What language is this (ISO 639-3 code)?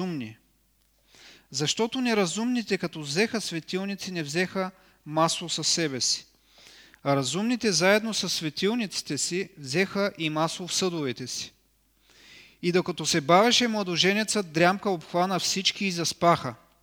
bul